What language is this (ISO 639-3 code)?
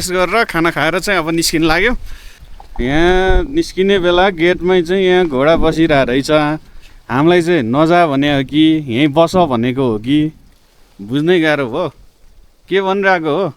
nep